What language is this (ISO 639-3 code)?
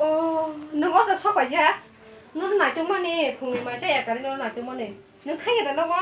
trp